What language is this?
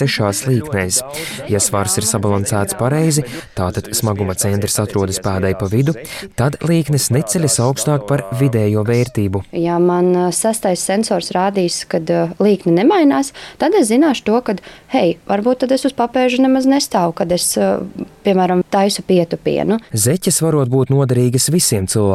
Latvian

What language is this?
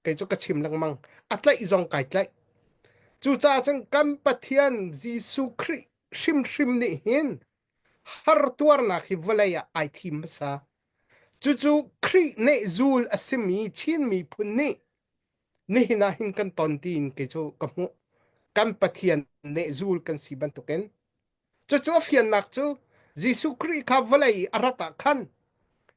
Hakha Chin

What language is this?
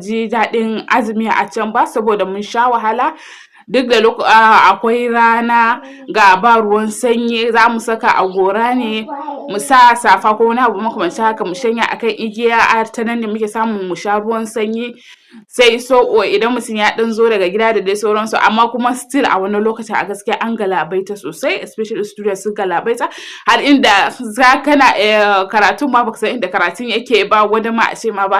Hausa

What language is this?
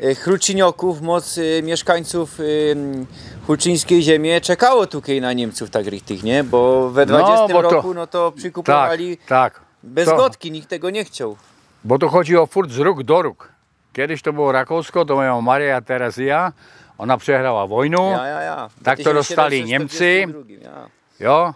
Silesian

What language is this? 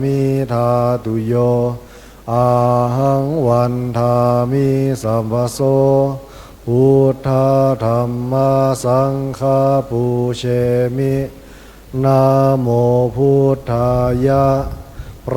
Pali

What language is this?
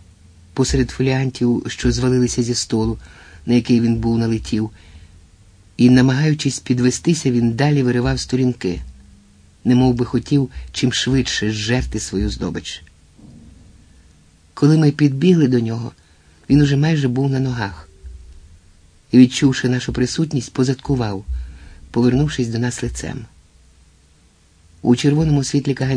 Ukrainian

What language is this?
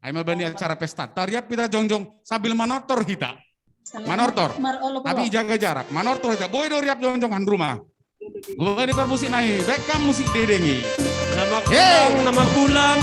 Batak Simalungun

